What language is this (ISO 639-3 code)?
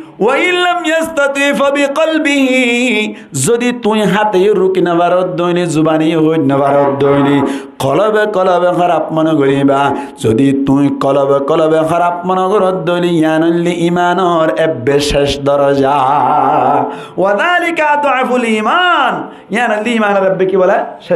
rhg